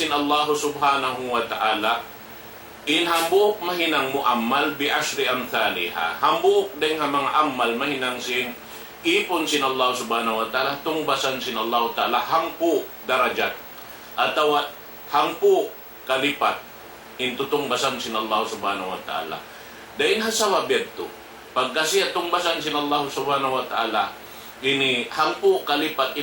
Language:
Tausug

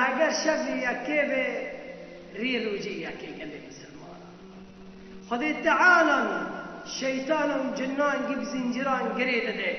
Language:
Kurdish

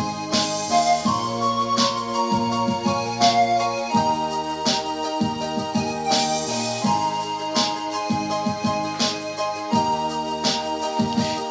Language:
S'gaw Karen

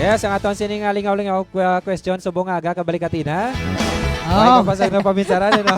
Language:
Hiligaynon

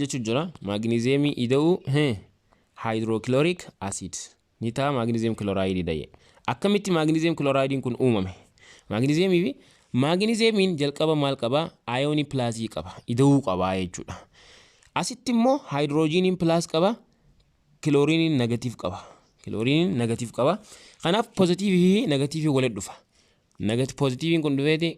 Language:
Oromo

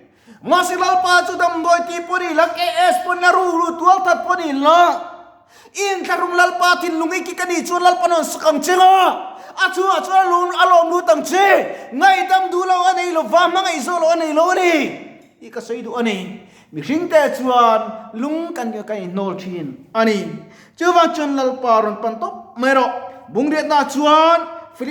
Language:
Mizo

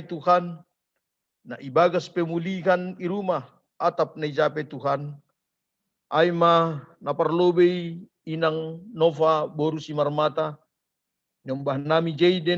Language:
Batak Simalungun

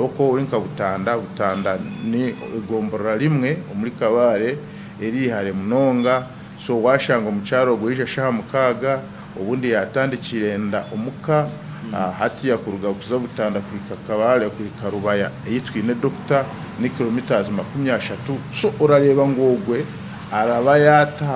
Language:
Nyankole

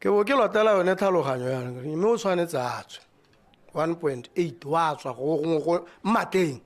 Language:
Tswana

